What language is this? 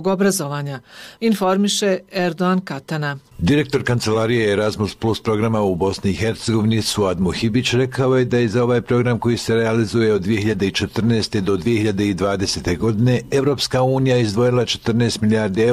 Bosnian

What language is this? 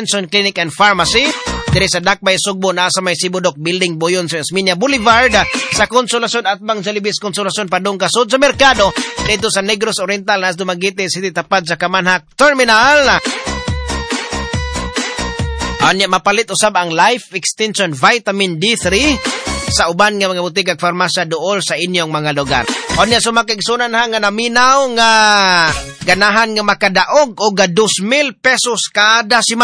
Cebuano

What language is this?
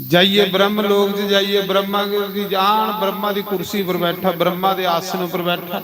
Dogri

